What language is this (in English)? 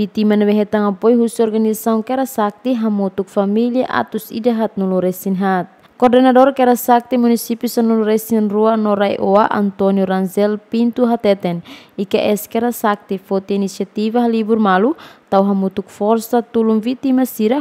Tetum